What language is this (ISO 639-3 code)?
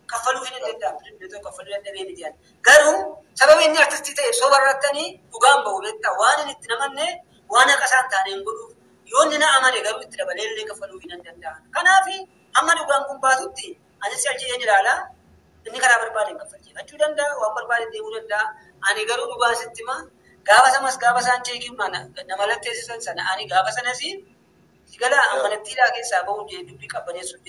orm